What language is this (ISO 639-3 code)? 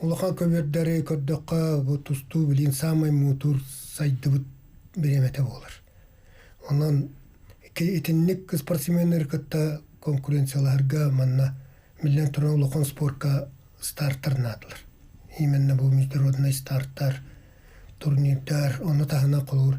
sah